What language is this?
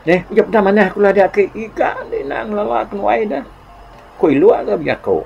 Iban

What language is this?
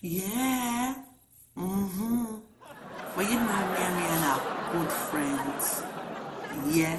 Jamaican Creole English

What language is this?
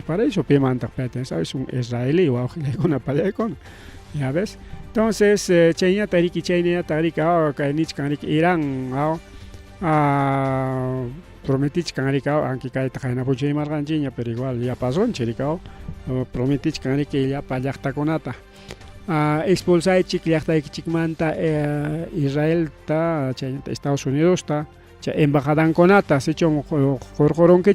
Ayacucho Quechua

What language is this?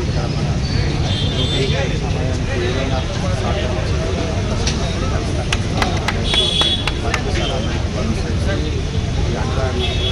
Telugu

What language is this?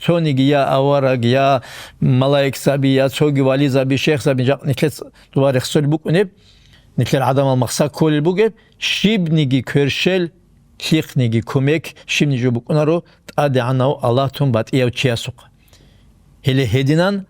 Avaric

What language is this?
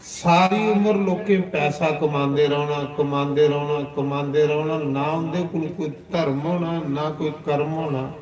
Dogri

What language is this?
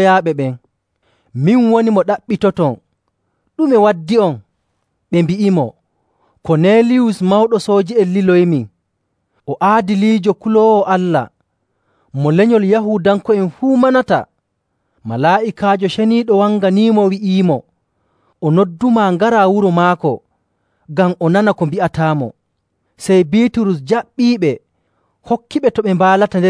Nigerian Fulfulde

